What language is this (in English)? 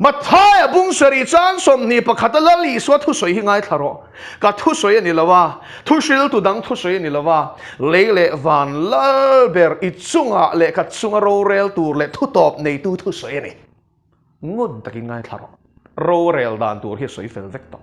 Mizo